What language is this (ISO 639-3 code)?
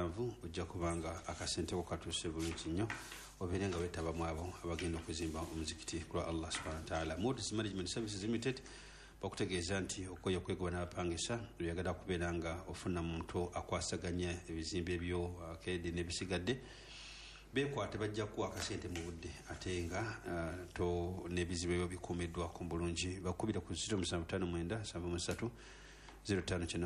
lug